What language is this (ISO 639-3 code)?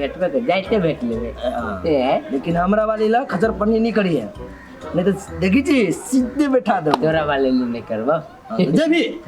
mai